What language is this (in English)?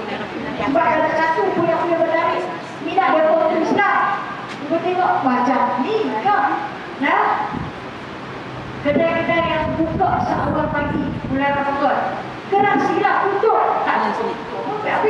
Malay